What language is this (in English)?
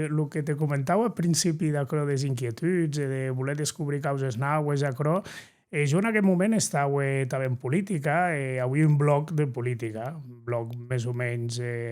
Occitan